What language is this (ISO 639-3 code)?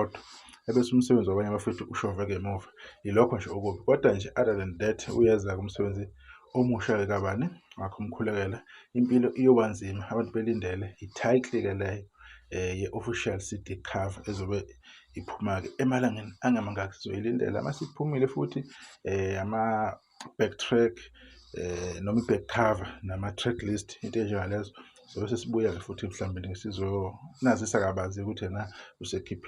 zul